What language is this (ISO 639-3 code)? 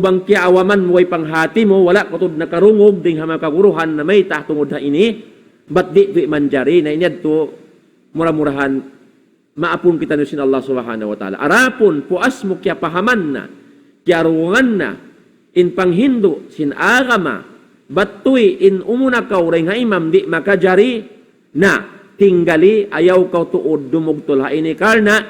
tsg